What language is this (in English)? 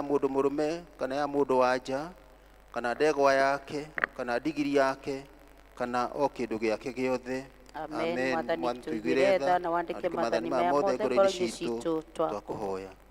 Kikuyu